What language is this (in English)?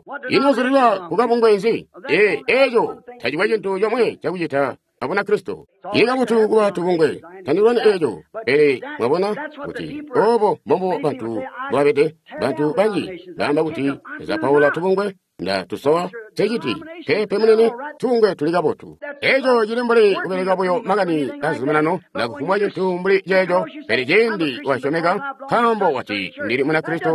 Tonga (Zambia)